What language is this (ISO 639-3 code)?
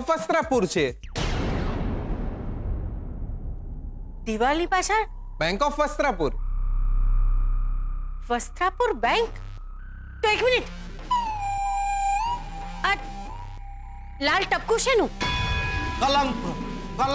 guj